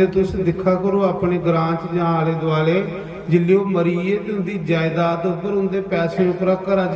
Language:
Dogri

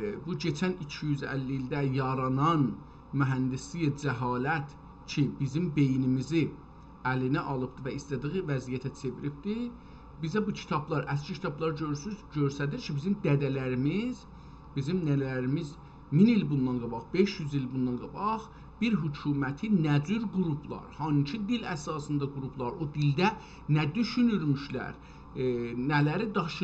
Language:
South Azerbaijani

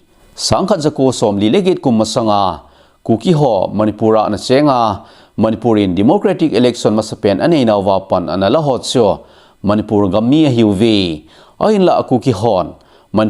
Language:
Thado Chin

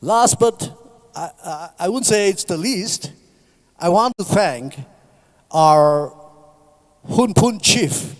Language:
Tangkhul Naga (India)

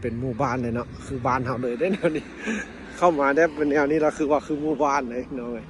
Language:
Lao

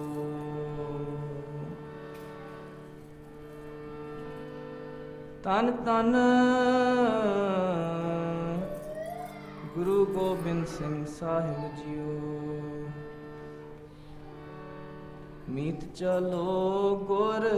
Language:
Punjabi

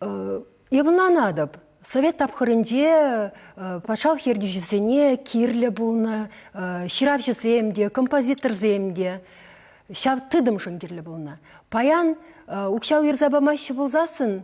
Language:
Chuvash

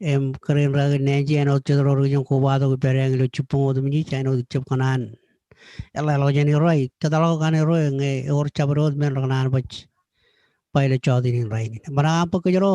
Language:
Marshallese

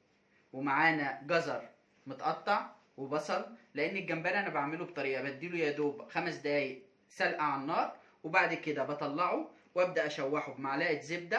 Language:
Egyptian Arabic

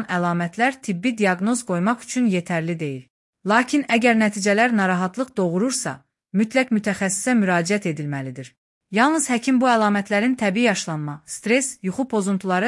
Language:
Azerbaijani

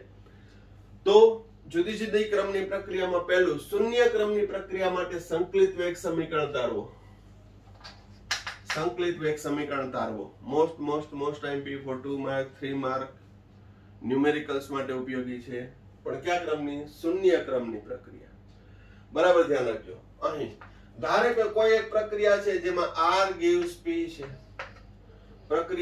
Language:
Gujarati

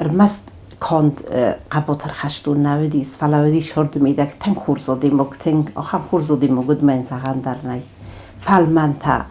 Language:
Ossetic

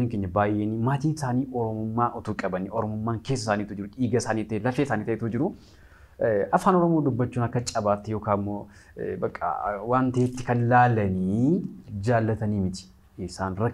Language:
Oromo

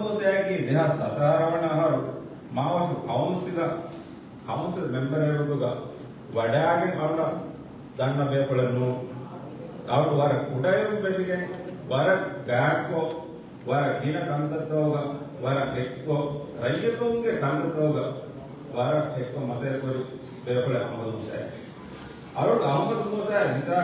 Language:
Divehi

